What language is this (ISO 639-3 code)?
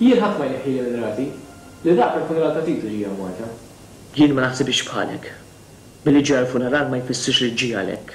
mlt